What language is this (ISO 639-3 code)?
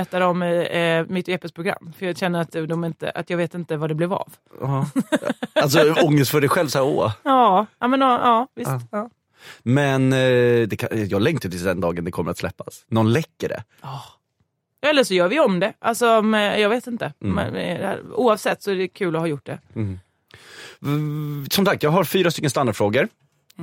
swe